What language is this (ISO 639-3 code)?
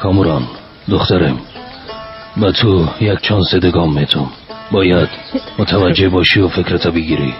fas